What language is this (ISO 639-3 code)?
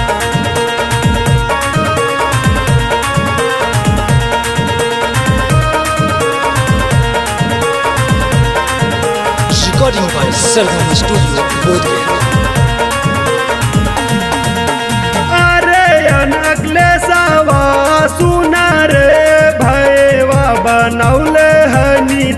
mag